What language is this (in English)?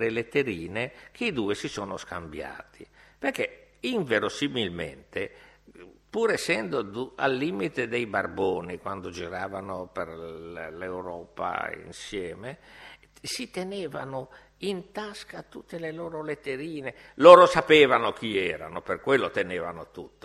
Italian